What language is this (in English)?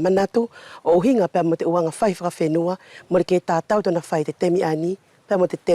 Wallisian